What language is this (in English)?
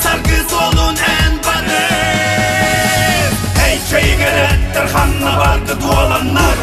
Yakut